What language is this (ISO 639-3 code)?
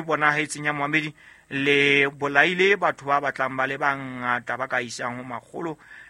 sot